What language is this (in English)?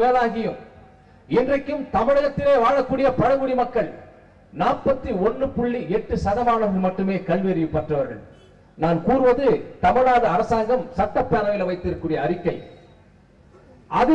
Tamil